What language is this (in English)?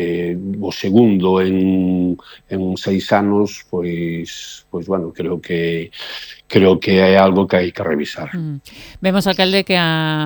Galician